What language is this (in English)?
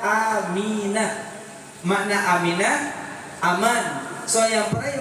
Achinese